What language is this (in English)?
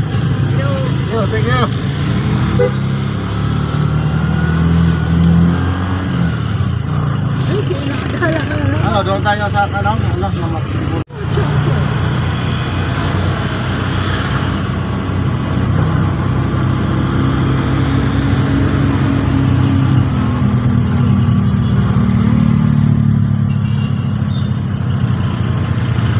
Filipino